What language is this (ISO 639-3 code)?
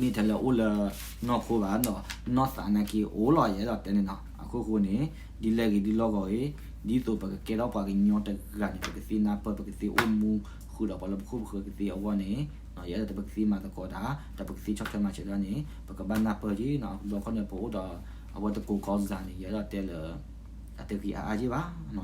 ksw